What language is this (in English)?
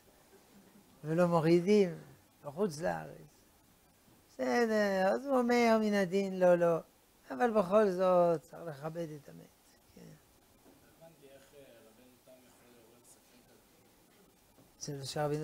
Hebrew